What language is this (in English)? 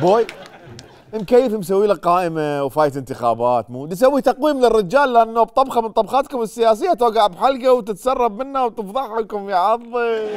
Mesopotamian Arabic